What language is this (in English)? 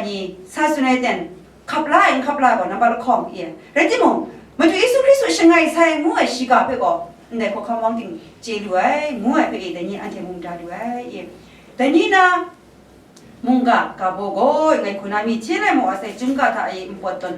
Kachin